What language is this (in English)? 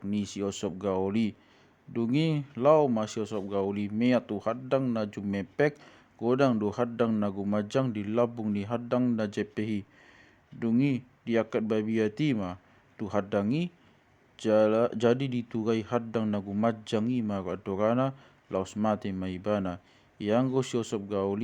Batak Toba